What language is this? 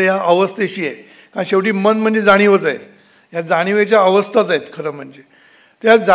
Marathi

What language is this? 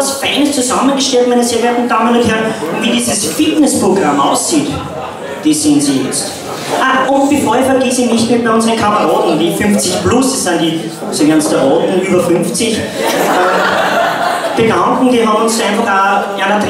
German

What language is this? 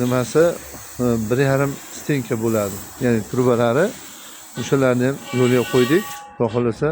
Uzbek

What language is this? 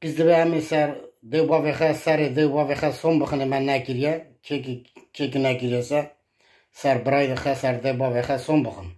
Kurdish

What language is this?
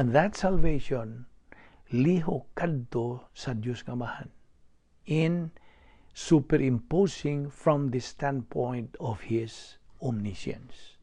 Cebuano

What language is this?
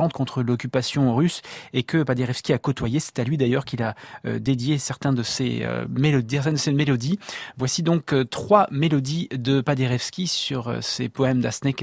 French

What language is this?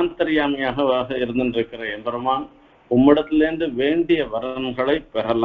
Tamil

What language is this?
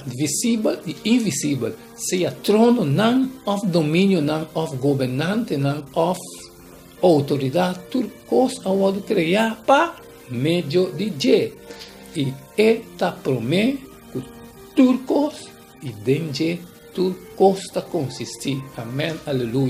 Papiamento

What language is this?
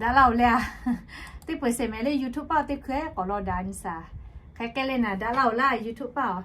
Lahu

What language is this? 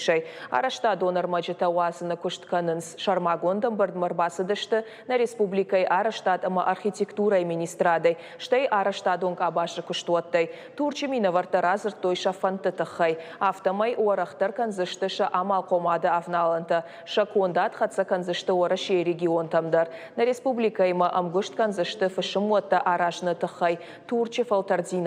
Ossetic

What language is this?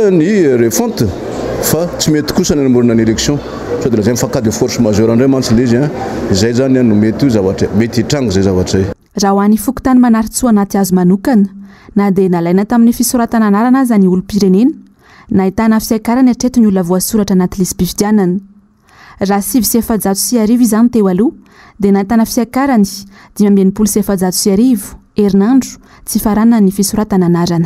Malagasy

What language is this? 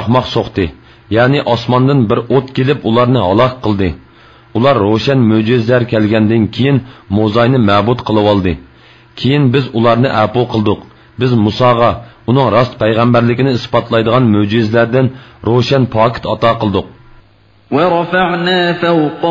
Uyghur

